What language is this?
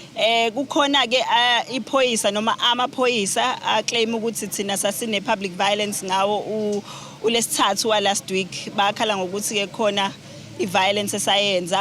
Zulu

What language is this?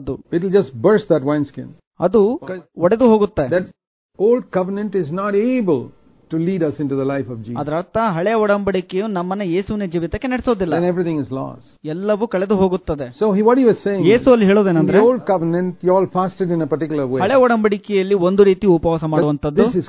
Kannada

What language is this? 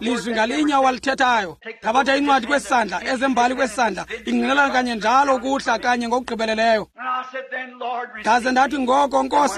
Xhosa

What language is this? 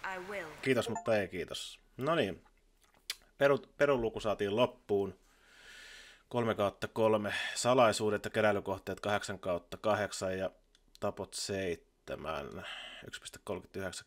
Finnish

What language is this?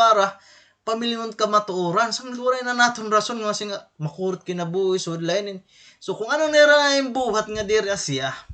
Waray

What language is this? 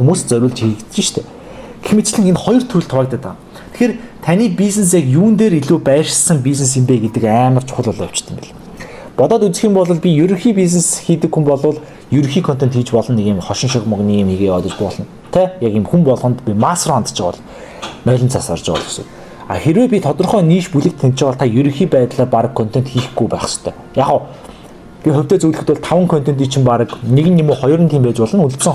Mongolian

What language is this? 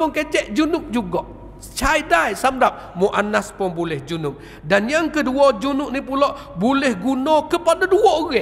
Malay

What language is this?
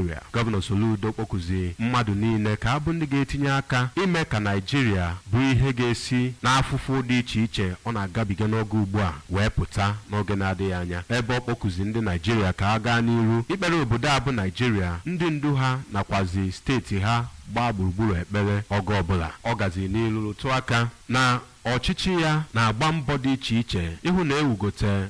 Igbo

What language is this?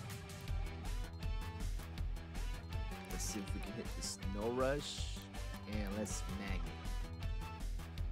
English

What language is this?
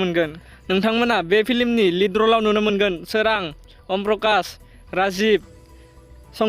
Bodo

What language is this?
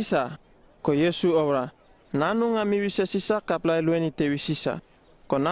Uripiv-Wala-Rano-Atchin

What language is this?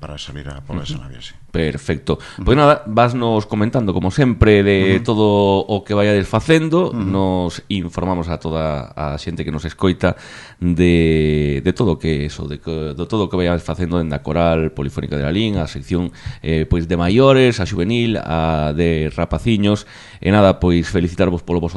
Galician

